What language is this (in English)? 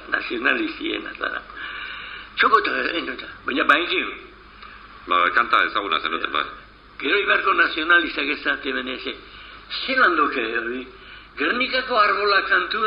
Basque